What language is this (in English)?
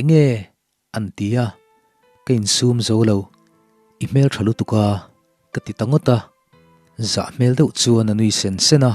Mizo